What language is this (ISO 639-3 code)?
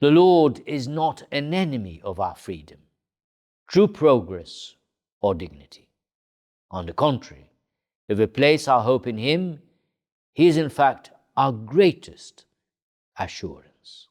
eng